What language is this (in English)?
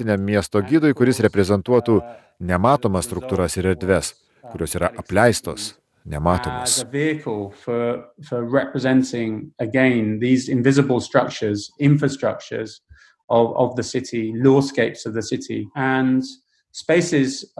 Lithuanian